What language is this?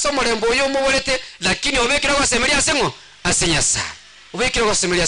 Gusii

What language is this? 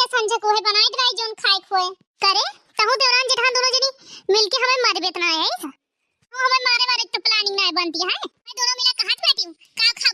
Awadhi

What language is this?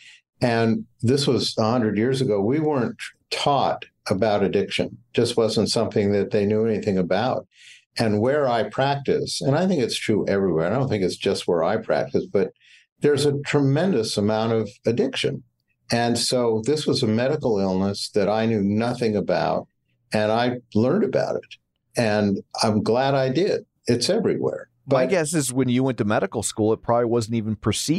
English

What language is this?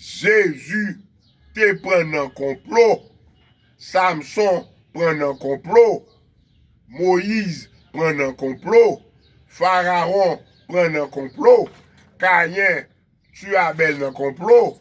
Haitian Creole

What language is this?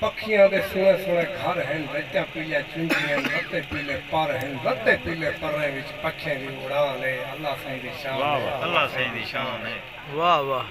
Saraiki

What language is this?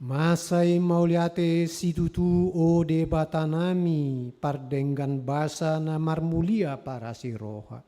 Batak Toba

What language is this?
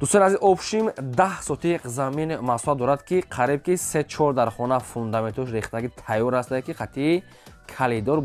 Tajik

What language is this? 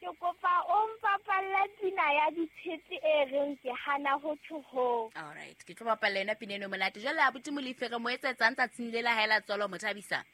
Southern Sotho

